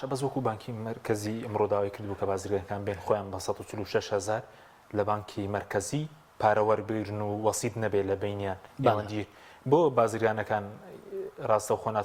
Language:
Central Kurdish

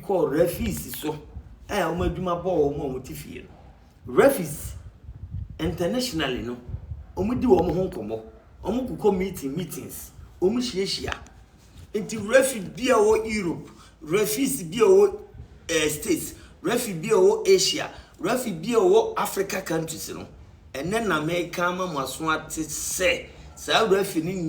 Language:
Akan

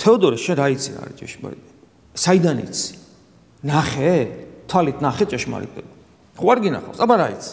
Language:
Georgian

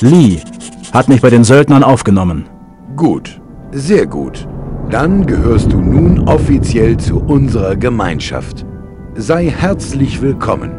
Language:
Bavarian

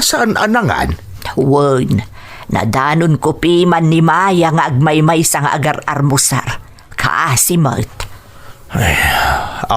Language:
Iloko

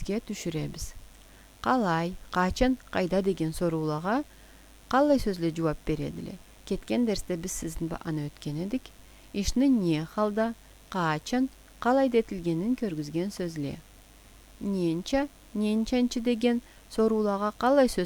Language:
Karachay-Balkar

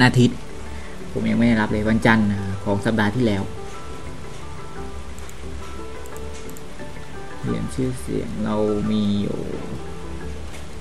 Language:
Thai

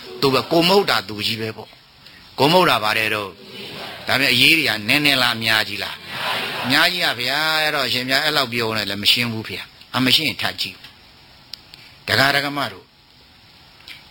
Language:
Burmese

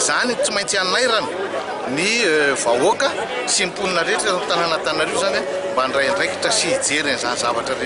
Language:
Malagasy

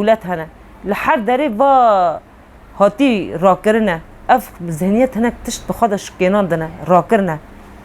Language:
Kurdish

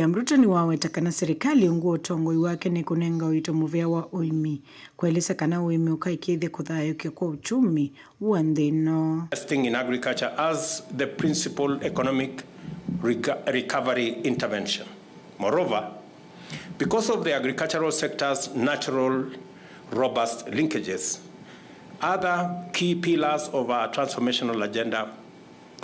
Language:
Kamba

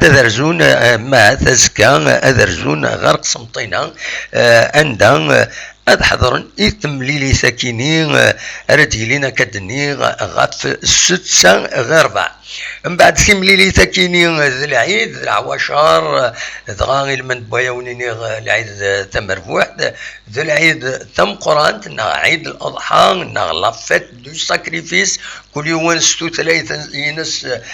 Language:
Kabyle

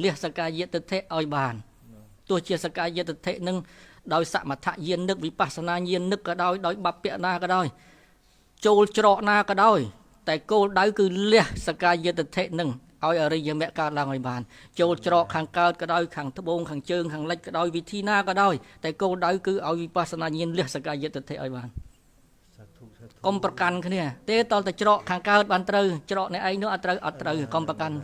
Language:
Khmer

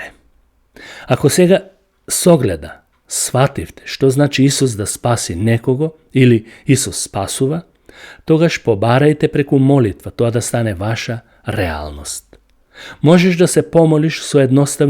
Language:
Macedonian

